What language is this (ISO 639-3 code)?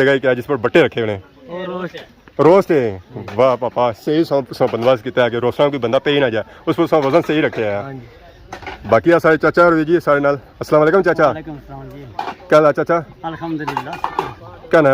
phr